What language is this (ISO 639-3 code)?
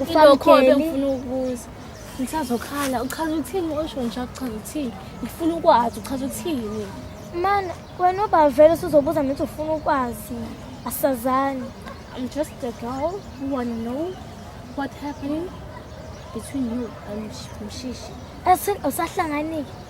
zul